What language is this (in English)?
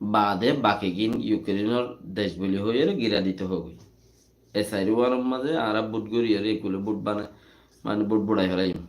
Rohingya